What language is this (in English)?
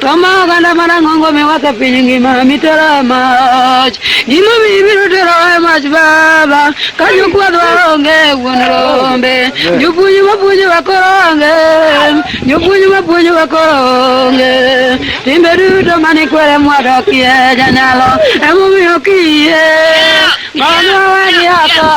Luo (Kenya and Tanzania)